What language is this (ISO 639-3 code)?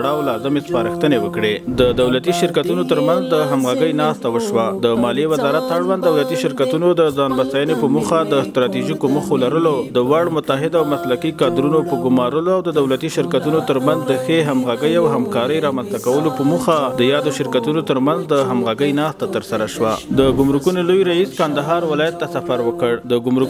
pus